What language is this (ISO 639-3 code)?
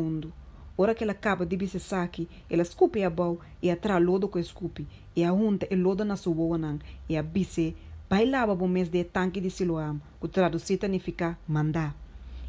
pap